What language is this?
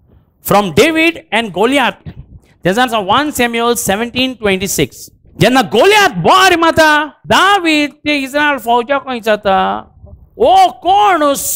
Konkani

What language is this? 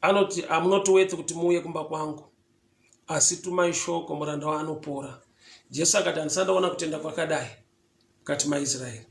Shona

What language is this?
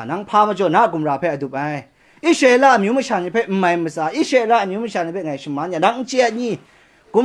Kachin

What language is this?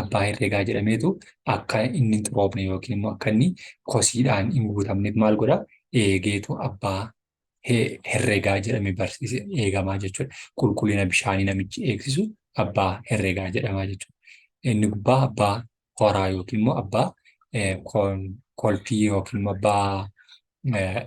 Oromo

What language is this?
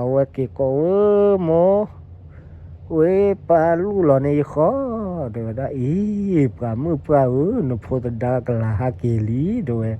S'gaw Karen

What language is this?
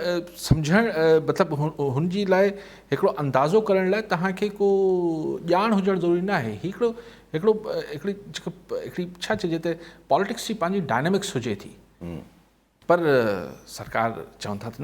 Sindhi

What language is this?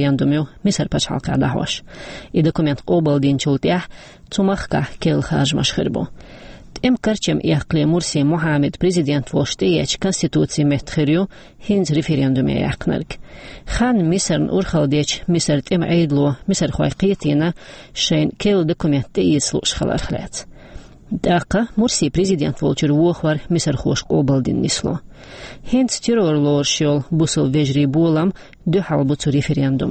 Chechen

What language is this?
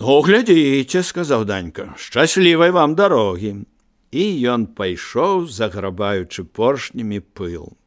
Belarusian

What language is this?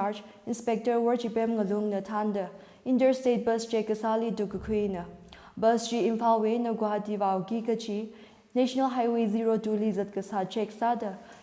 Tangkhul Naga (India)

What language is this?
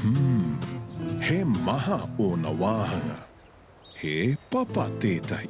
Māori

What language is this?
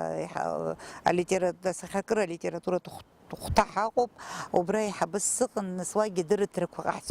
Abkhazian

